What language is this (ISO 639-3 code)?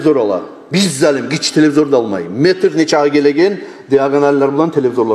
kum